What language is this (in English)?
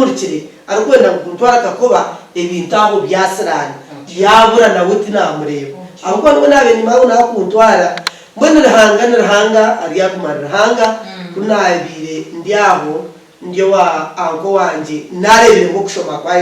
Nyankole